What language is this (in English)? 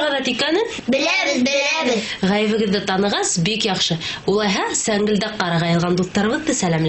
Bashkir